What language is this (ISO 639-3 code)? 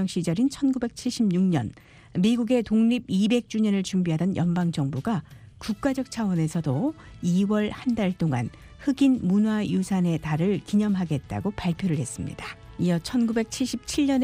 kor